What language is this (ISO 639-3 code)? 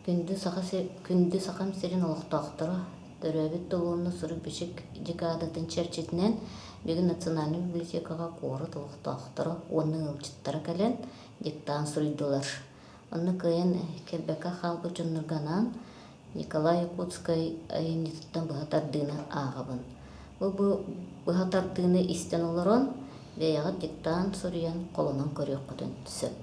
sah